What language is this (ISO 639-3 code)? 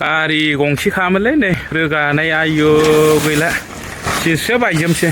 brx